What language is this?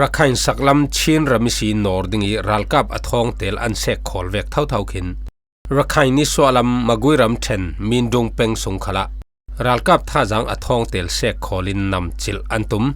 Falam Chin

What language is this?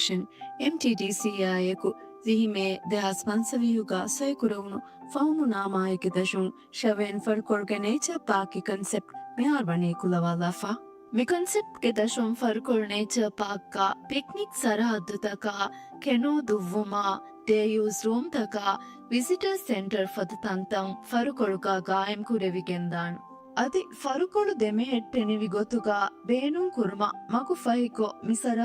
Divehi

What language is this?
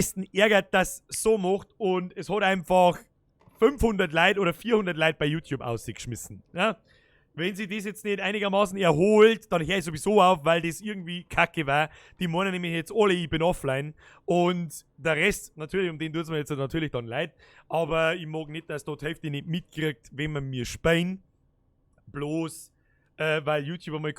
Bavarian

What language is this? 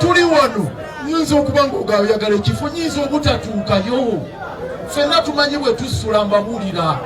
Ganda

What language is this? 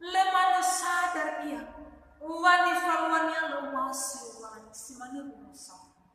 Nias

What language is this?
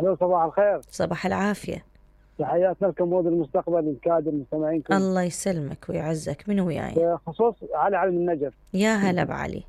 Mesopotamian Arabic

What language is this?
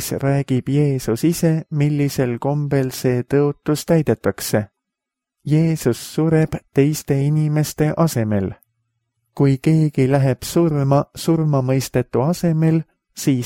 Estonian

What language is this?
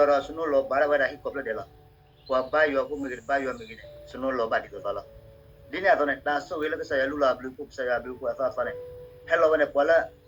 S'gaw Karen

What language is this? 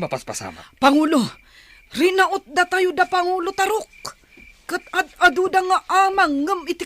Iloko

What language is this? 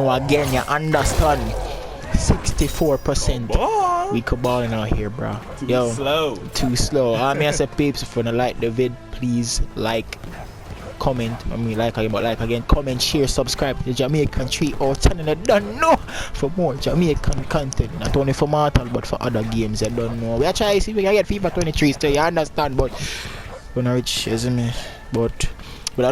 Jamaican Creole English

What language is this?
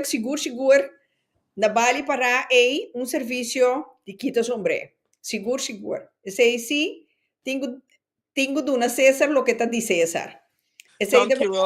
Papiamento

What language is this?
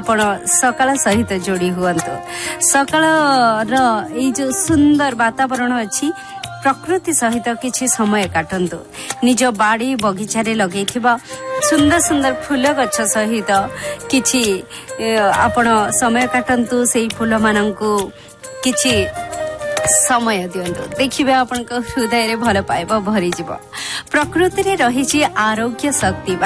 Odia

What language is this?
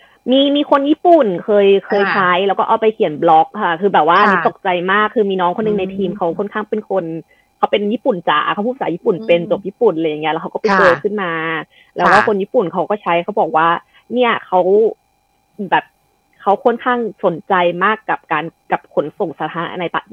Thai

